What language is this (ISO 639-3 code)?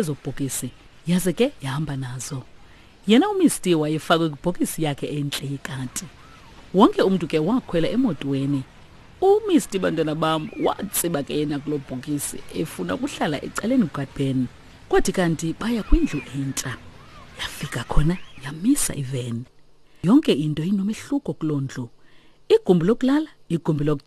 xho